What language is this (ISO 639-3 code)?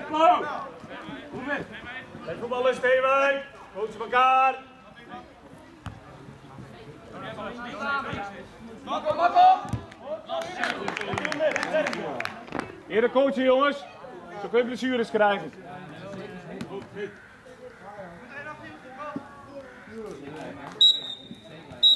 nld